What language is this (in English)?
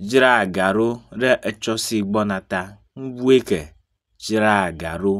Ewe